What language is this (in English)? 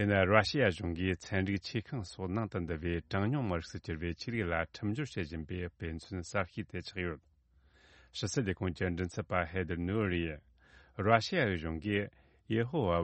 Tibetan